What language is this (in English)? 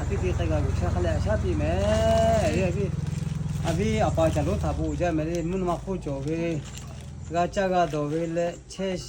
Lahu